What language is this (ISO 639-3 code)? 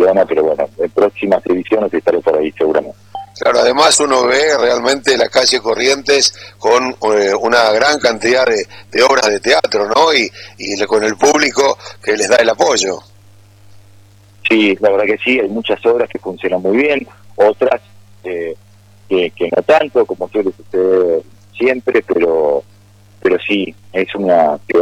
spa